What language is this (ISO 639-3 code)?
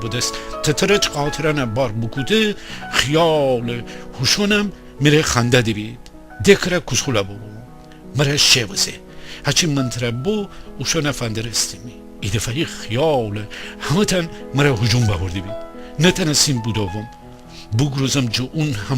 glk